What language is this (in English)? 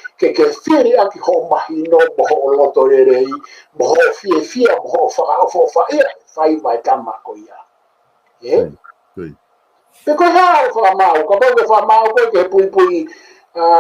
Tongan